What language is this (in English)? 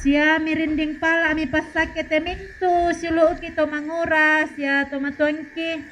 Toraja-Sa'dan